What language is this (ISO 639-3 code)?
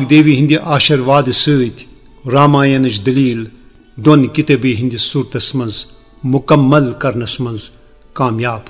kas